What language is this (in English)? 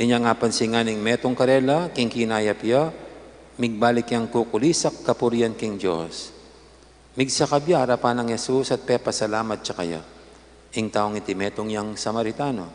Pampanga